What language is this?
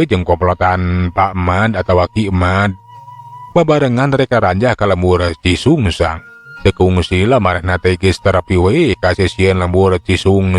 Sundanese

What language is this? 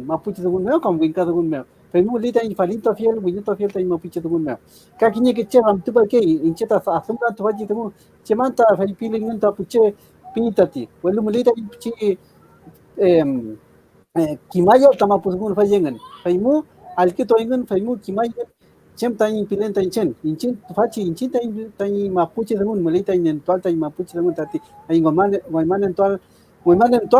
Mapuche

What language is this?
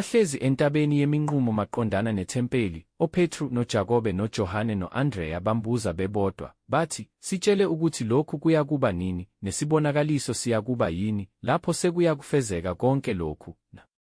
Zulu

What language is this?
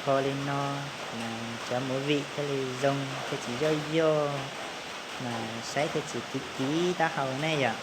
Hmong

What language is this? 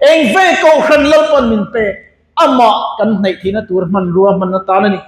Mizo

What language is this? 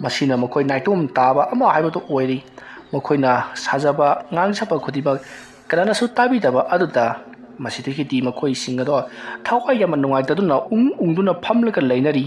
Manipuri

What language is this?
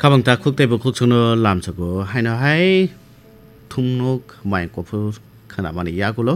Kok Borok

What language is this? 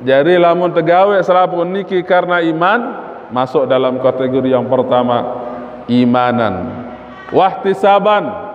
Sasak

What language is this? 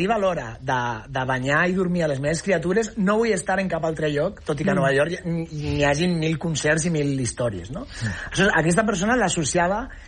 Catalan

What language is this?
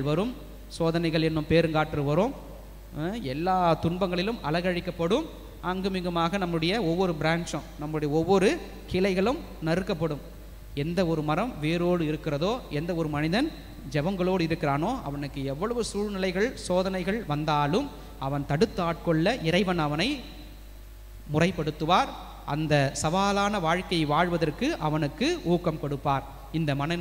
Tamil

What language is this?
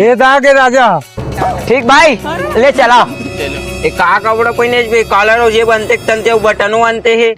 Chhattisgarhi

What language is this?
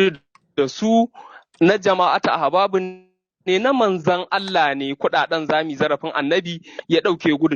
Hausa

